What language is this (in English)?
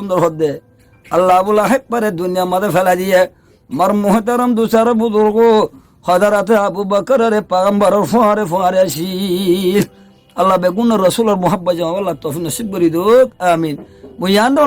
Rohingya